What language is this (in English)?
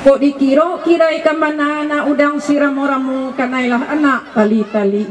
Minangkabau